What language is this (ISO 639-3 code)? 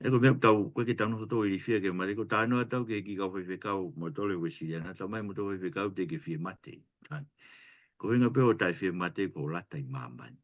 ton